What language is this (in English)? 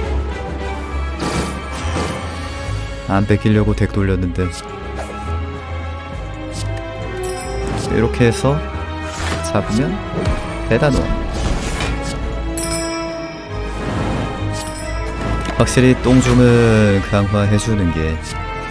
Korean